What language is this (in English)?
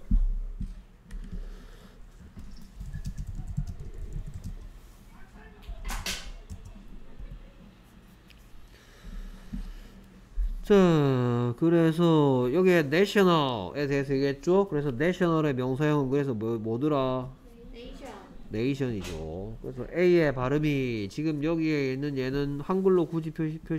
Korean